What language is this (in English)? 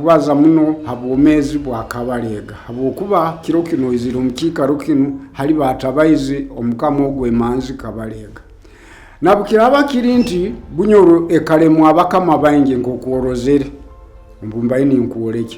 Nyoro